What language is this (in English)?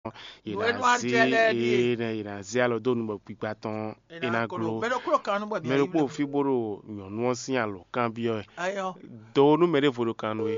Fon